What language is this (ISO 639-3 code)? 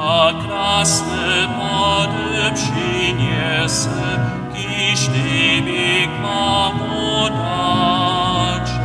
hsb